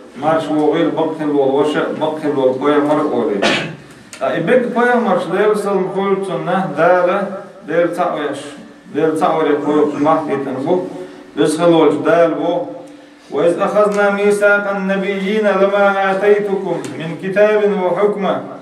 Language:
Chechen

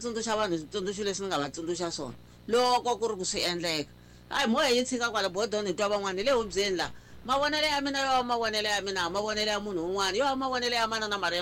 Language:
Tsonga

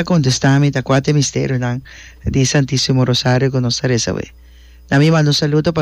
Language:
Papiamento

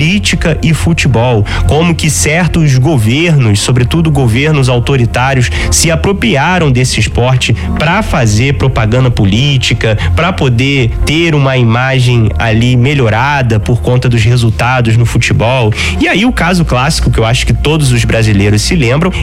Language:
Portuguese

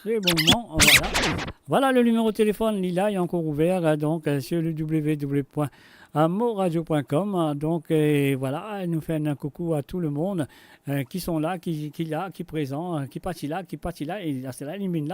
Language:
Morisyen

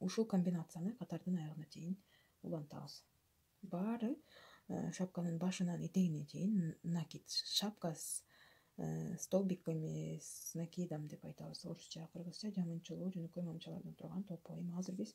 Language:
Kyrgyz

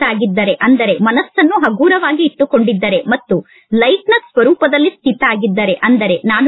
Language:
Kannada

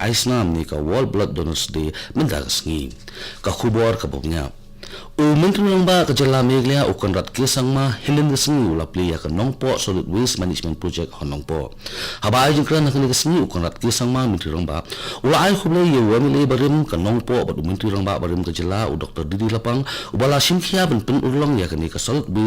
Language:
Khasi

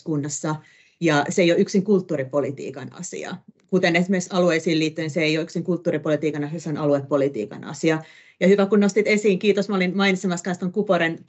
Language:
Finnish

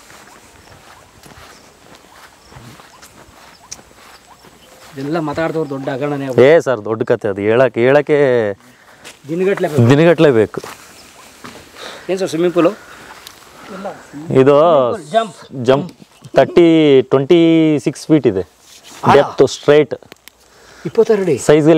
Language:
Kannada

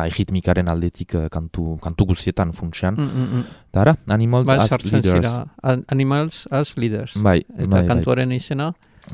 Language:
Basque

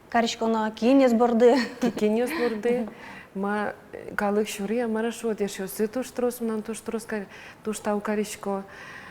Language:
Udmurt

